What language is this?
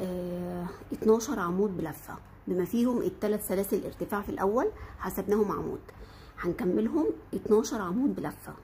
Egyptian Arabic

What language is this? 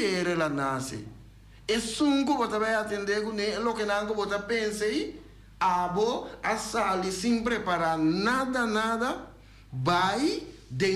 Papiamento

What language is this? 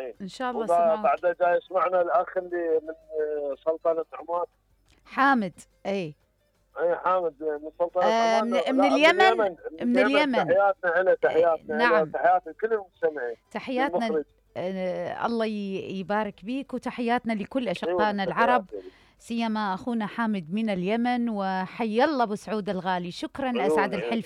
Mesopotamian Arabic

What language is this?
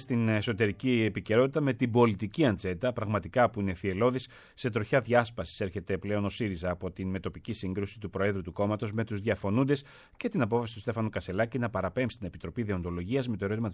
Greek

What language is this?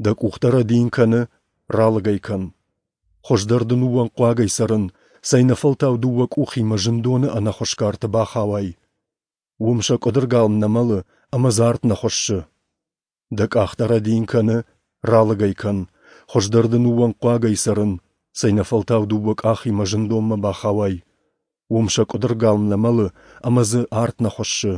Ossetic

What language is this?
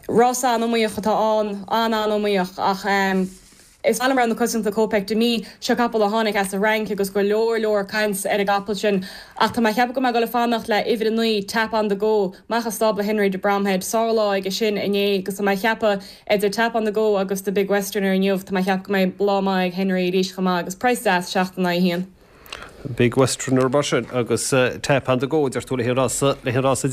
Irish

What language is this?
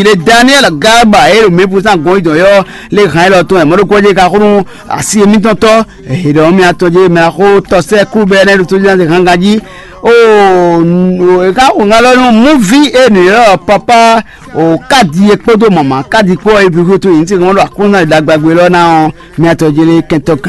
Fon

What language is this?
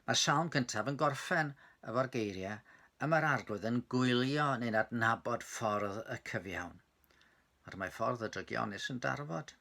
Welsh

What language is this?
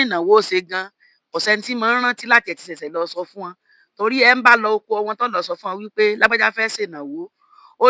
Yoruba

